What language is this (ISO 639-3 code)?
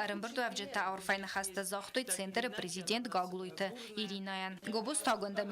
oss